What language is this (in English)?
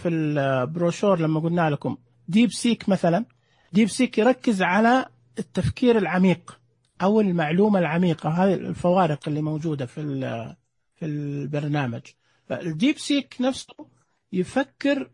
Najdi Arabic